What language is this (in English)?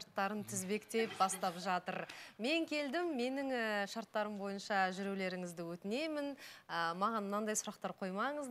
Kazakh